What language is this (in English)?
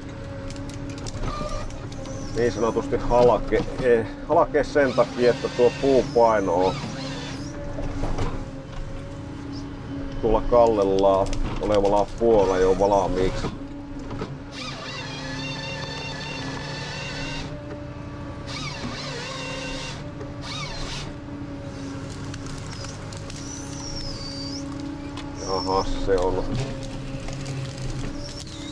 Finnish